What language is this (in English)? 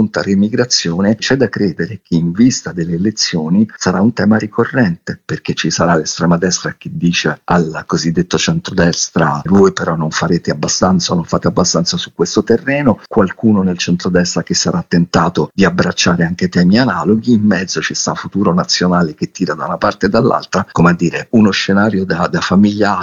Italian